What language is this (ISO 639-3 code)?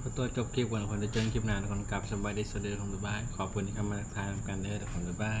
tts